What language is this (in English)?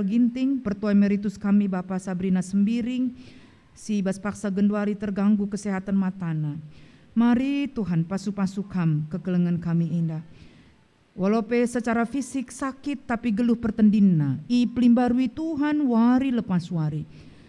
Batak Karo